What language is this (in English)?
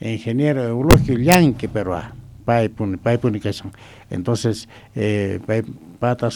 South Bolivian Quechua